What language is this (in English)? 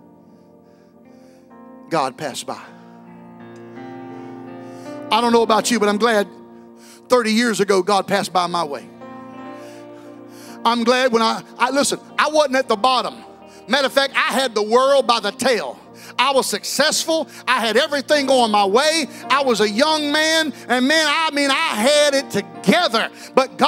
English